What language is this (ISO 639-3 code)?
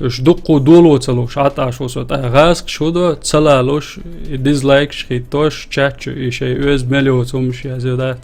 che